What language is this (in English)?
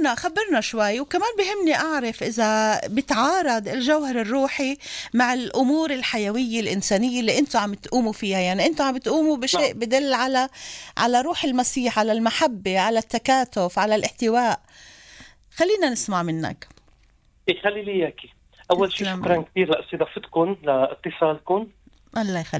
North Levantine Arabic